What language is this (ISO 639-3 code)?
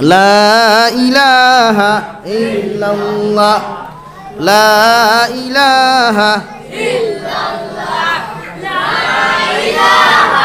syl